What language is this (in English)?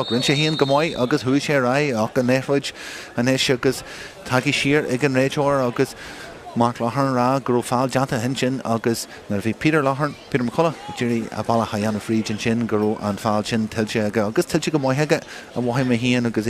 Irish